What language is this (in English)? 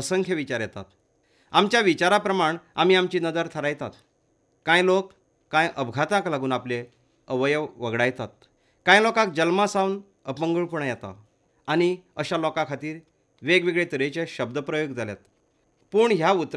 Konkani